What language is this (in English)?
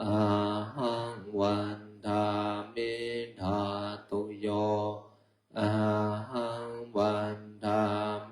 Pali